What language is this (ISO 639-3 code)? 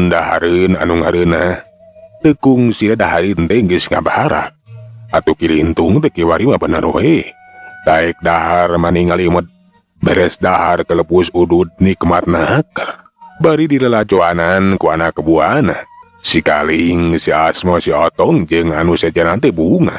sun